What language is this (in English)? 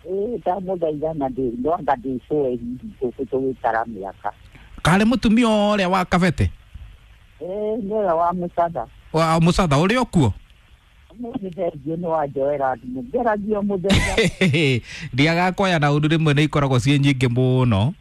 Kikuyu